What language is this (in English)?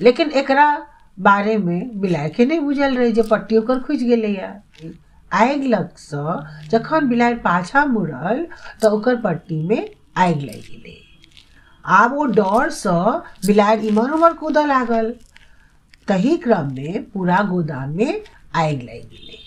Maithili